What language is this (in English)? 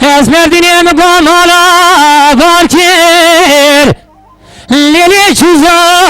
Kurdish